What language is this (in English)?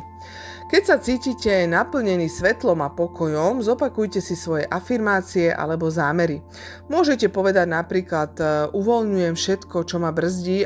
Slovak